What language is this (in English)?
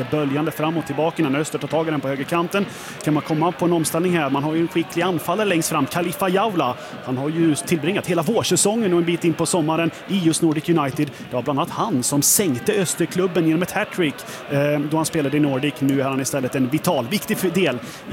Swedish